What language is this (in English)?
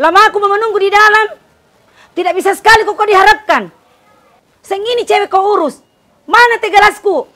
Makassar Malay